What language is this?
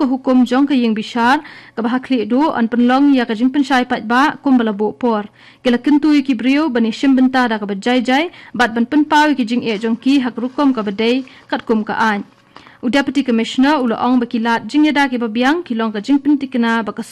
Khasi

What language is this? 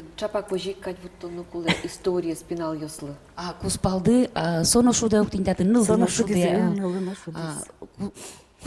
Udmurt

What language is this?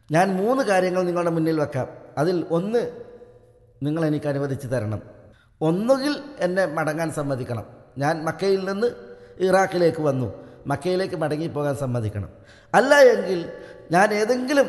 Malayalam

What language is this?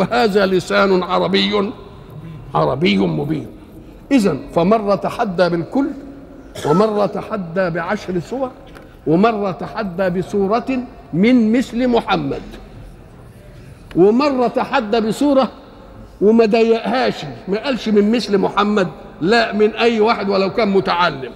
Egyptian Arabic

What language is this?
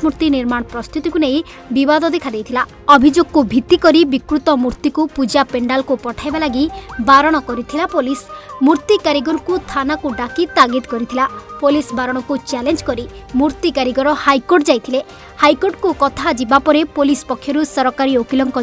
Odia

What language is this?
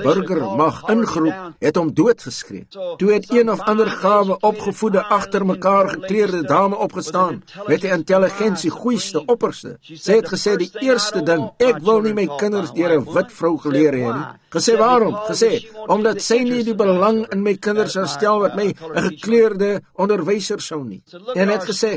Afrikaans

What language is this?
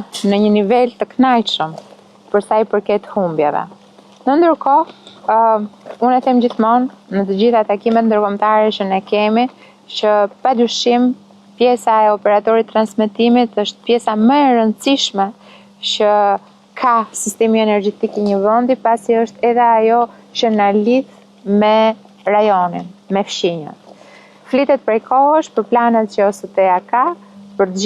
Albanian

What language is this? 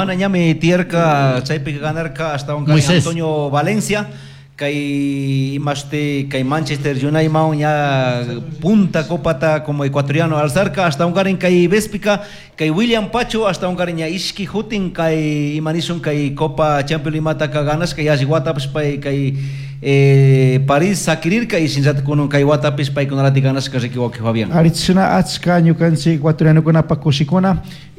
Chimborazo Highland Quichua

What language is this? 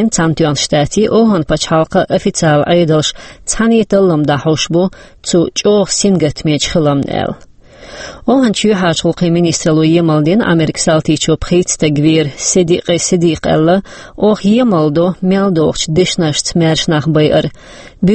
Chechen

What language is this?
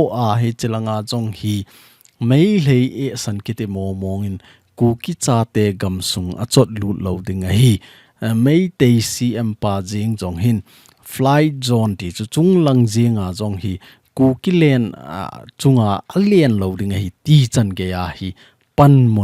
Thado Chin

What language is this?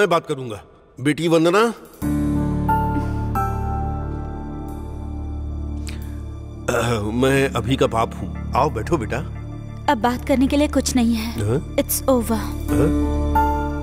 Hindi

